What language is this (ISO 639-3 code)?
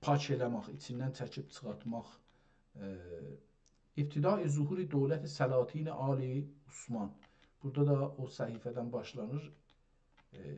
azb